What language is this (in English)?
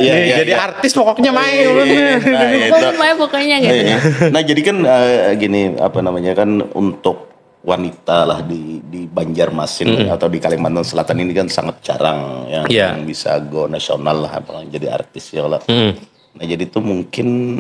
Banjar